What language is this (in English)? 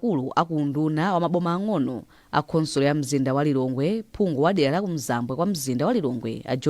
Nyanja